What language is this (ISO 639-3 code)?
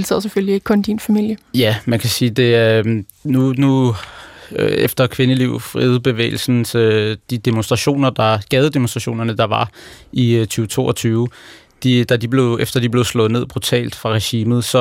dan